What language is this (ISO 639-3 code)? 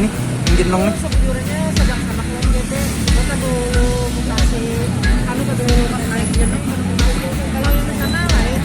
bjn